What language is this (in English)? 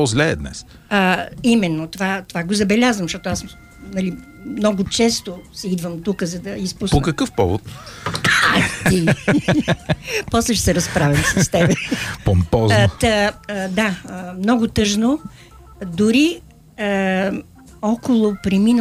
Bulgarian